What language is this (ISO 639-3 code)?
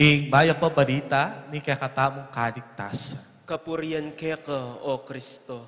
pam